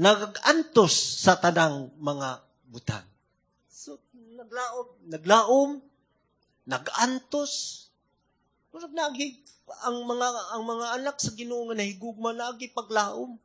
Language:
Cebuano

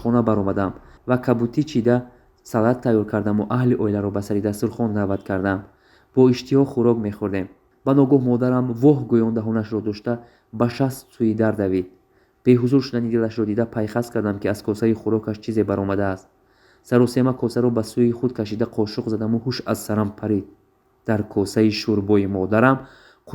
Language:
Tajik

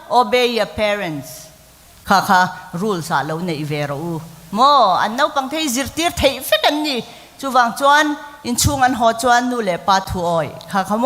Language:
Mizo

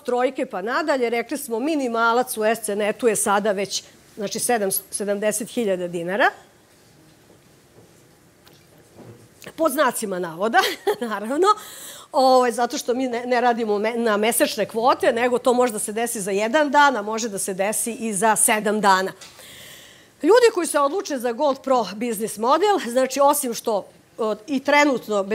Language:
Serbian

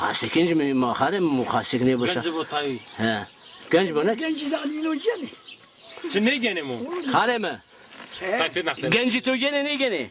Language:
Zaza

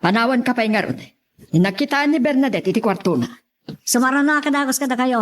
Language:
Iloko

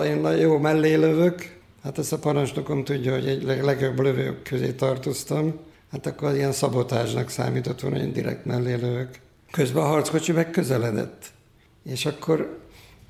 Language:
Hungarian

